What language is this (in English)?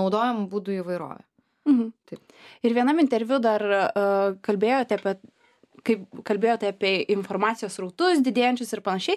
Lithuanian